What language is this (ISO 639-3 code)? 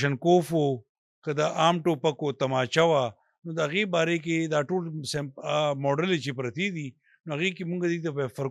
pus